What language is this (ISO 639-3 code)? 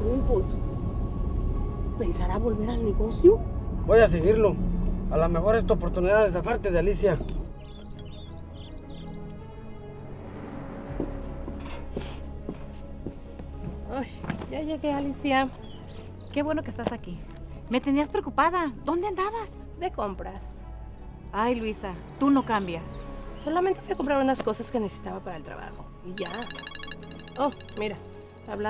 spa